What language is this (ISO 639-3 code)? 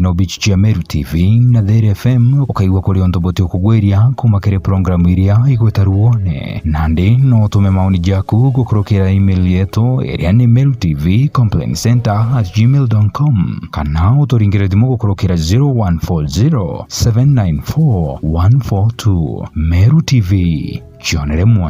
mer